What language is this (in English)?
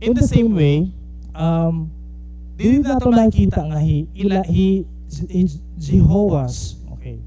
Waray